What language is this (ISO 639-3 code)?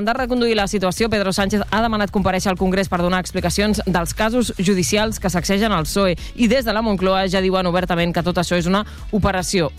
cat